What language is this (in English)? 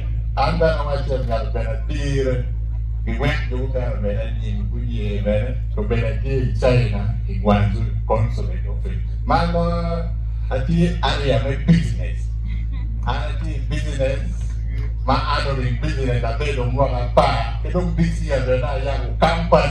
Acoli